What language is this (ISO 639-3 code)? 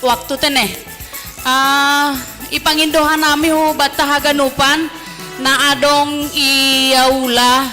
bts